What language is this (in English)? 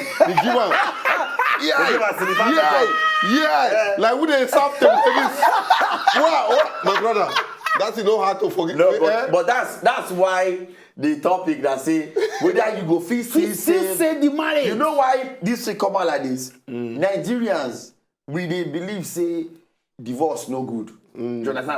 Nigerian Pidgin